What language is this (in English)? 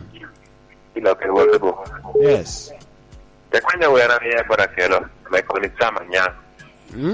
Lango (Uganda)